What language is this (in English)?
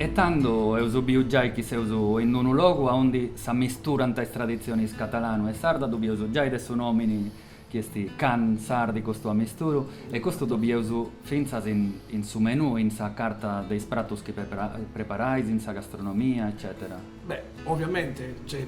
Sardinian